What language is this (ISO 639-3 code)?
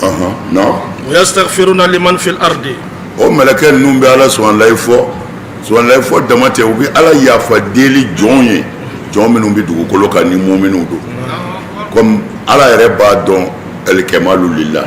bam